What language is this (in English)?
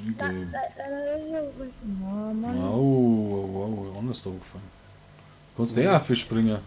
Bavarian